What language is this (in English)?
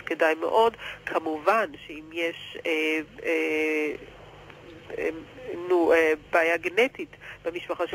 Hebrew